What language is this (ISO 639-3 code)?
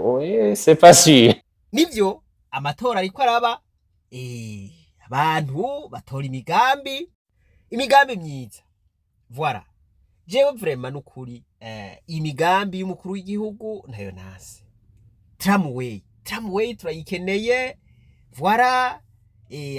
run